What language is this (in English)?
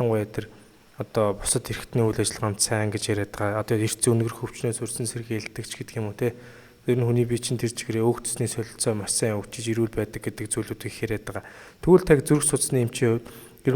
Mongolian